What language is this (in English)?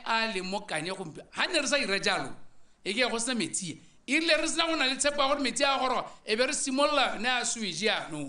Tswana